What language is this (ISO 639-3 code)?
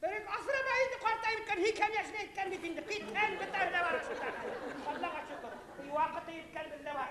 bak